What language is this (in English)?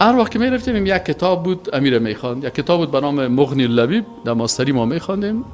Persian